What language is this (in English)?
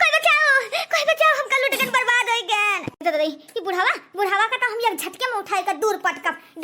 Awadhi